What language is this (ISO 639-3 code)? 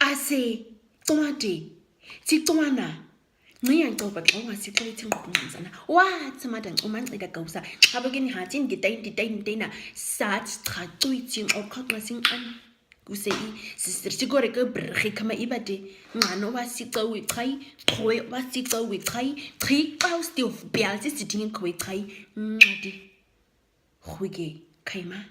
naq